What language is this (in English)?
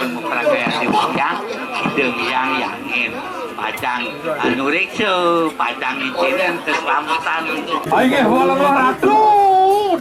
Balinese